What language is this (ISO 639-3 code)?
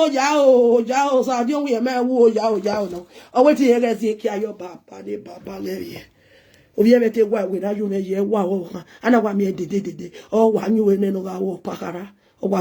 pcm